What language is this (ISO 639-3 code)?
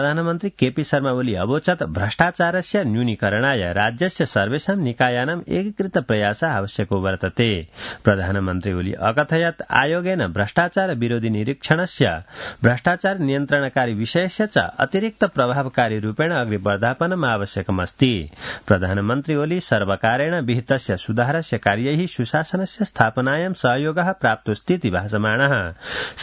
san